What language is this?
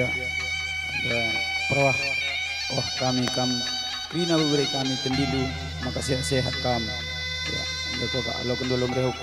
Batak Karo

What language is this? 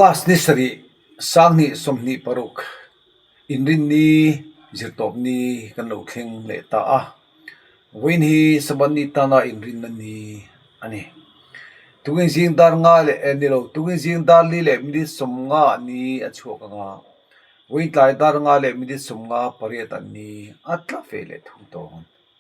Mizo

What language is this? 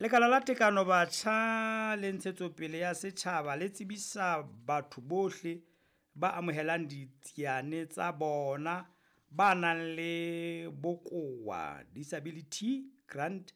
Southern Sotho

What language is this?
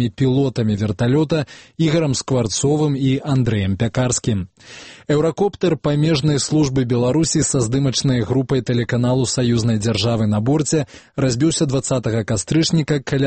Belarusian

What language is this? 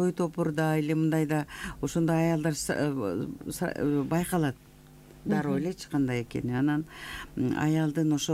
Kyrgyz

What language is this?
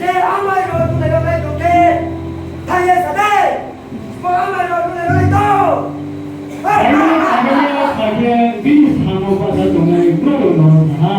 Riang (India)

